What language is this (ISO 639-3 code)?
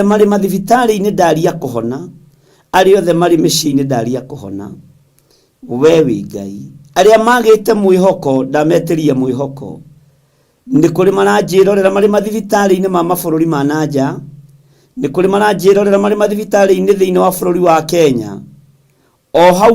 kik